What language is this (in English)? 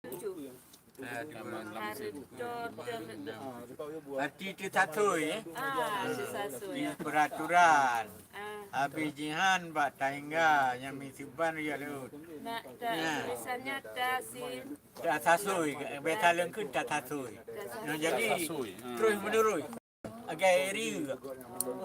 Achinese